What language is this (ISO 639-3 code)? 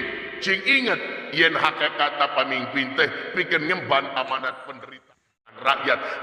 sun